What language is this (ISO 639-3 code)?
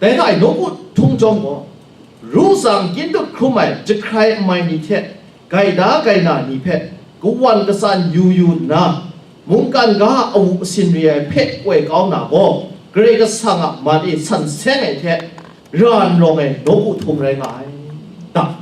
kac